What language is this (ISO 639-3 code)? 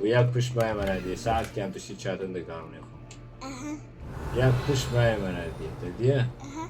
kur